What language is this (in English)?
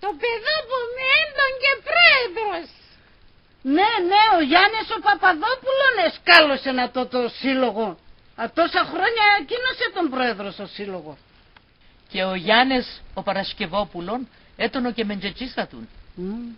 Pontic